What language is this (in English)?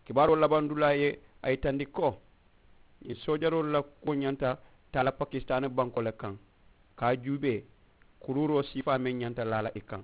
Mandingo